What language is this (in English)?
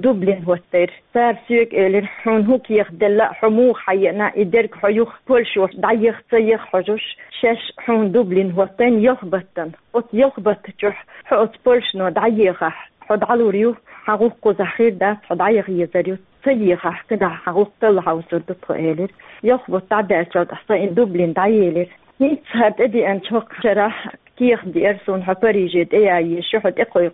Chechen